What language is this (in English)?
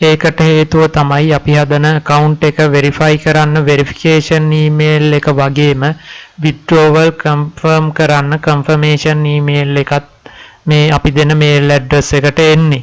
Sinhala